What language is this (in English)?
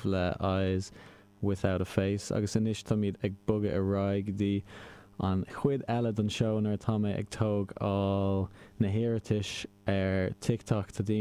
Irish